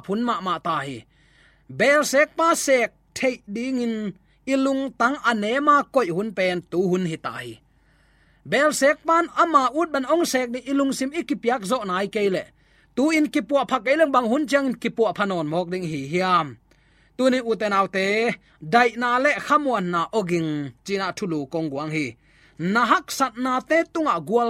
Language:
Tedim Chin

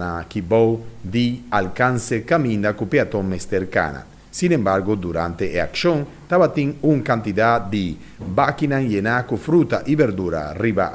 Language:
Papiamento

